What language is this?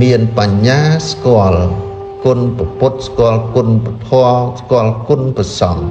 Khmer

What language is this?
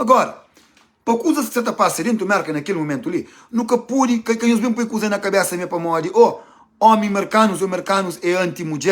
Kabuverdianu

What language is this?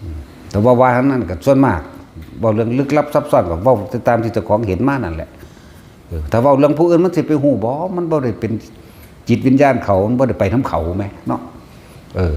Northeastern Thai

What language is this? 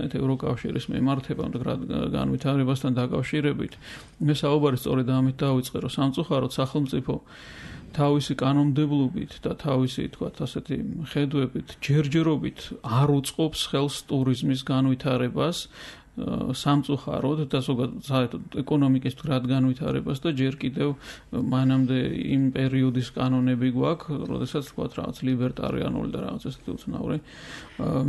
Georgian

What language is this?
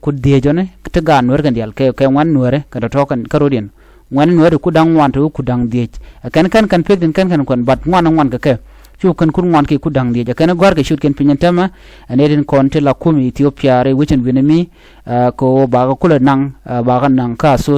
Nuer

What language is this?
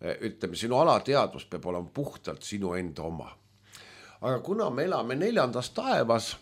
Estonian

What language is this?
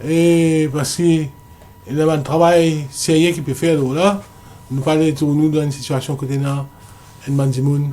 Morisyen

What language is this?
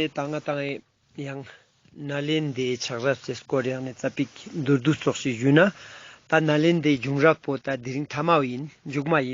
Ladakhi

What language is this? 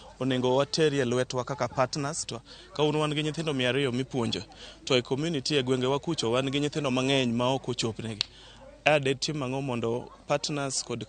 Luo (Kenya and Tanzania)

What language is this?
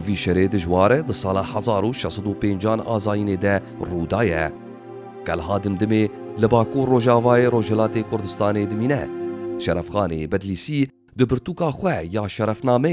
Kurdish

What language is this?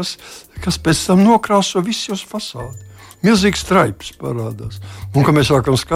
Latvian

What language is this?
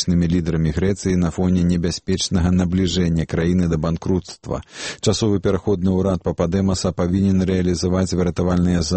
Belarusian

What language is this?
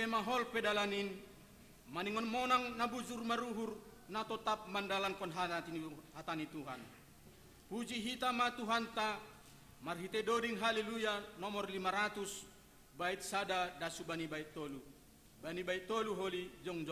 Batak Simalungun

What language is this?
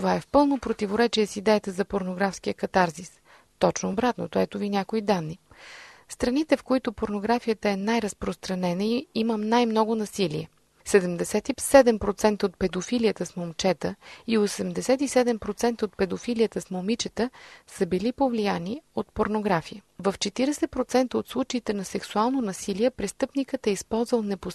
Bulgarian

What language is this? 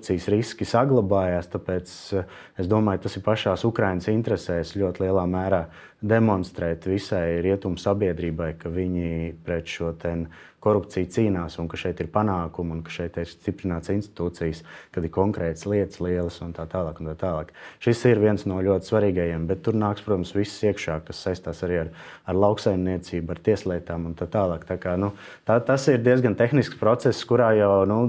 Latvian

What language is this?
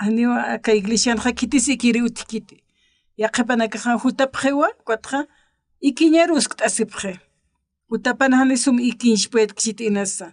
Aymara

